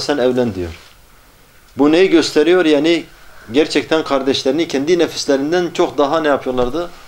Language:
Turkish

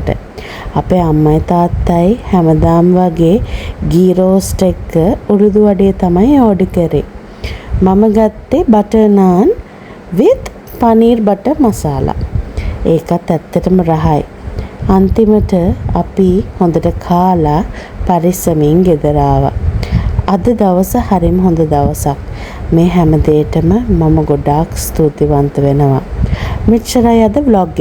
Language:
Sinhala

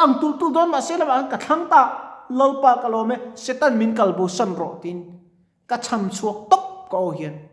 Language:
Mizo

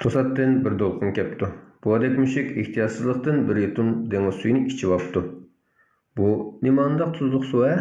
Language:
Uyghur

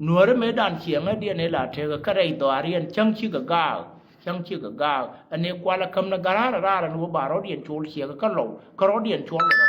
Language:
Nuer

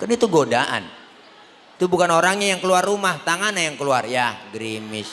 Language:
Betawi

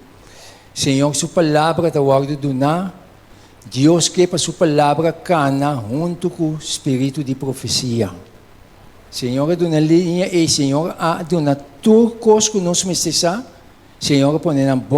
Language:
Papiamento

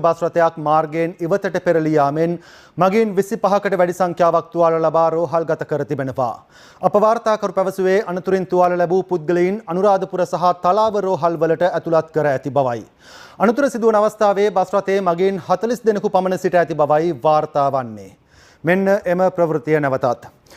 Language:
Sinhala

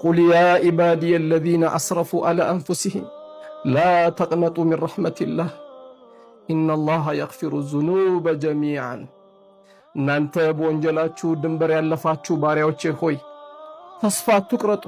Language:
Amharic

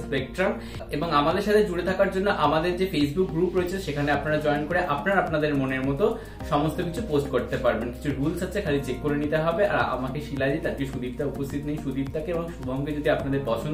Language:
Bangla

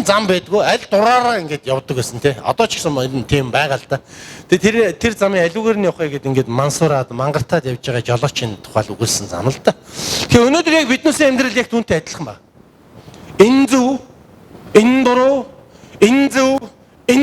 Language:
Mongolian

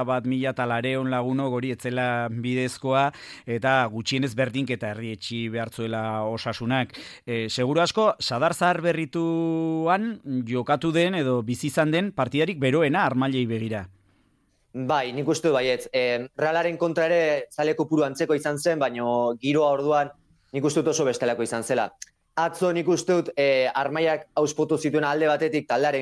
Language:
Basque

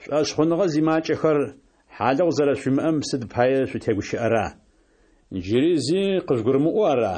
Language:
Kabardian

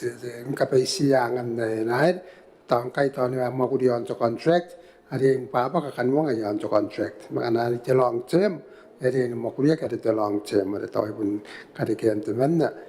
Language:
Gilbertese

